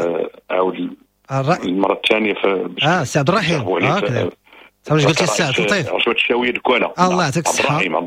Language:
Moroccan Arabic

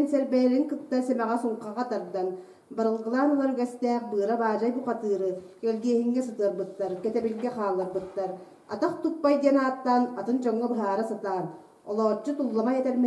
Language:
Yakut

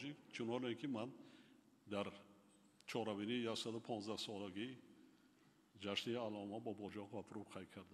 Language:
Tajik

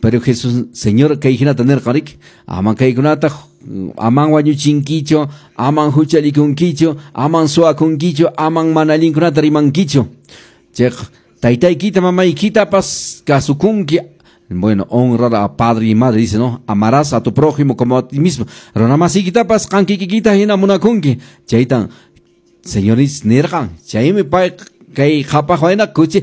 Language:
Quechua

